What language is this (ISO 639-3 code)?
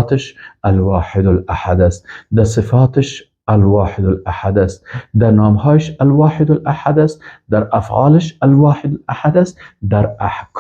fas